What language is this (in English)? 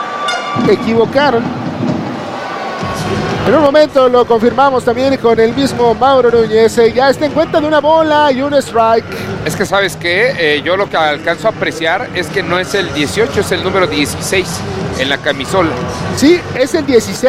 Spanish